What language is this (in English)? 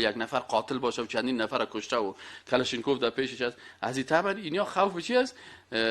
Persian